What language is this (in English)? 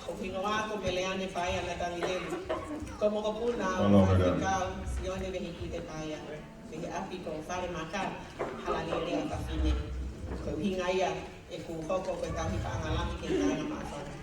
Tongan